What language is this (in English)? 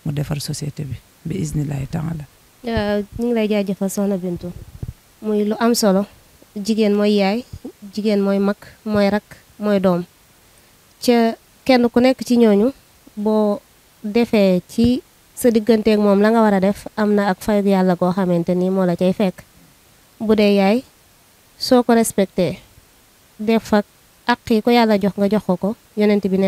Wolof